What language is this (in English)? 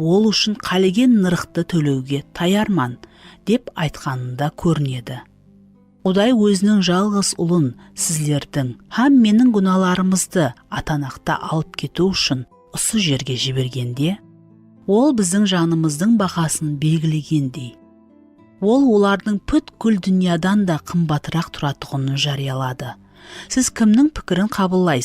Kara-Kalpak